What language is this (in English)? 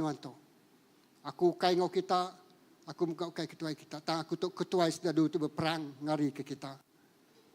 Iban